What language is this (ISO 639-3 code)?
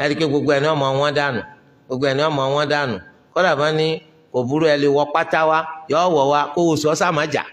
yor